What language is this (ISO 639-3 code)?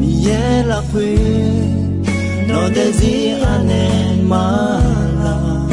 ahk